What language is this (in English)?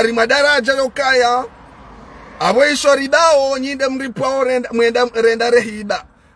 Ngazidja Comorian